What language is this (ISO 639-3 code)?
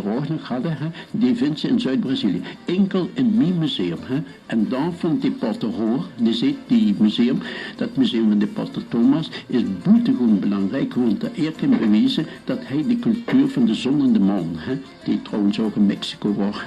lim